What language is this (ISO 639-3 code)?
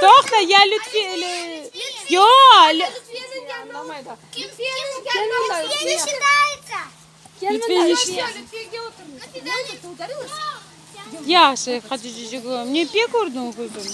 crh